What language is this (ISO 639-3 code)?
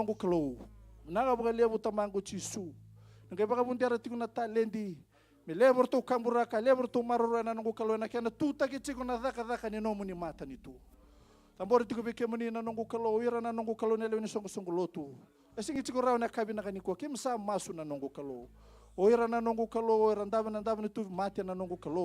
fij